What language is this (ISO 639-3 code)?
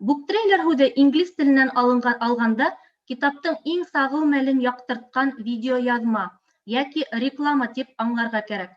bak